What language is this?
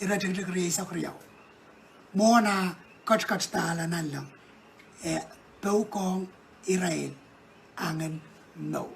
Pohnpeian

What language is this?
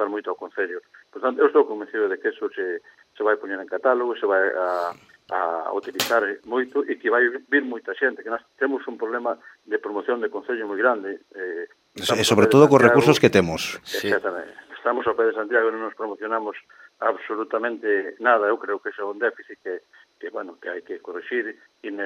Galician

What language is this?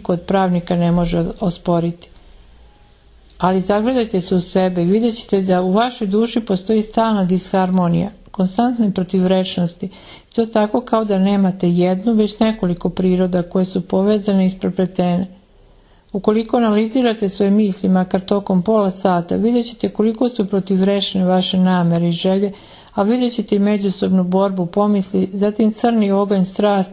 Serbian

